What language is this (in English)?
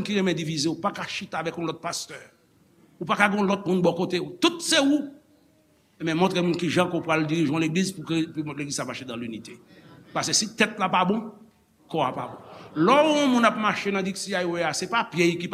Haitian Creole